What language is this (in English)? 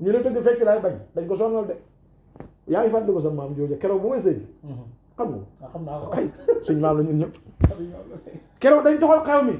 Wolof